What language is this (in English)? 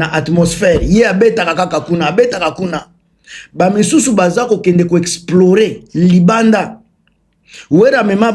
Lingala